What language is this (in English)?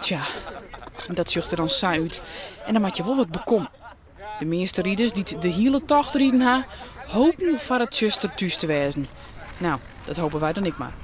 Western Frisian